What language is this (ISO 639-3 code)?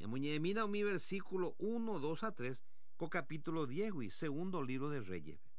grn